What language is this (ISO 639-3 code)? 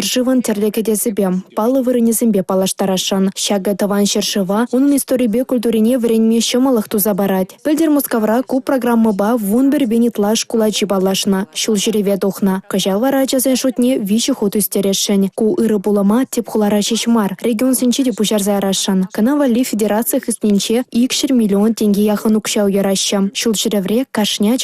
chv